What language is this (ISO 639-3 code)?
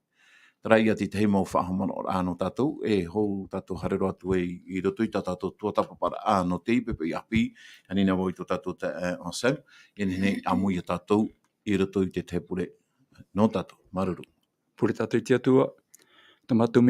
tah